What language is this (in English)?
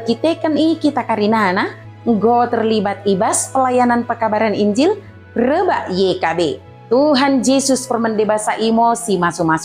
Batak Dairi